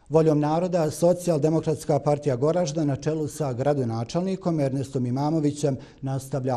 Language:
Bosnian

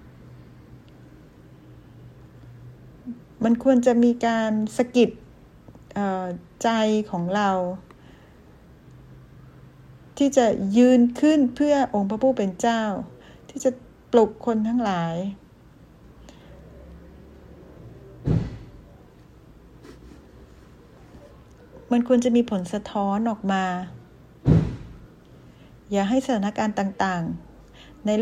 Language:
Thai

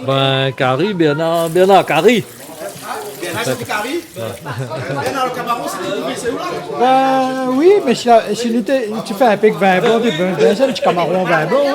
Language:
Réunion Creole French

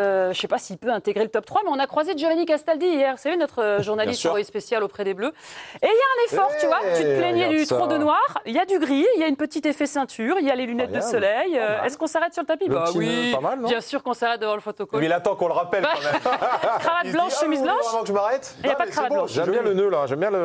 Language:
French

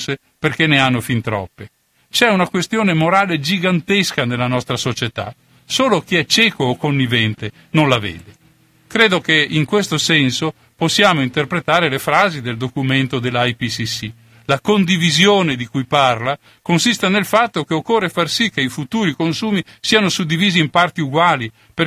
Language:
Italian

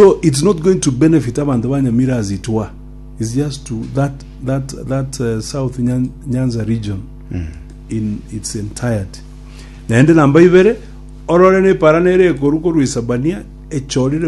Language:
Gusii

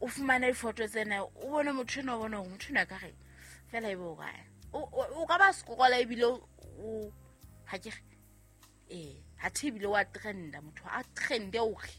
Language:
Southern Sotho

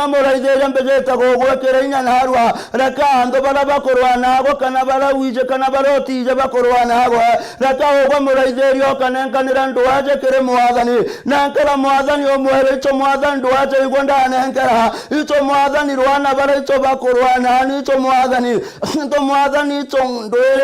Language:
Meru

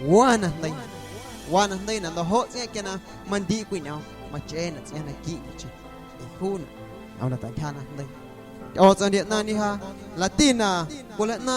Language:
Guerrero Amuzgo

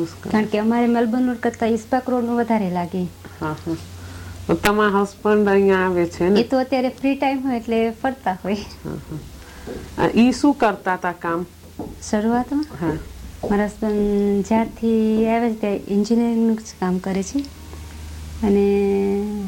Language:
Gujarati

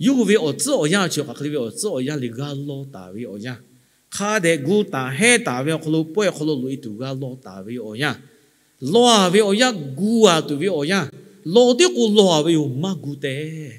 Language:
Lahu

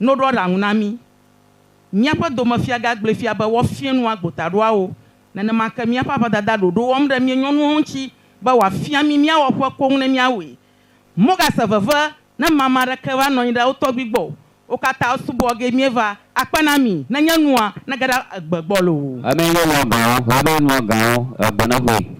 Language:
Ewe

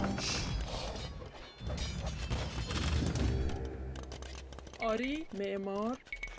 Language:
Persian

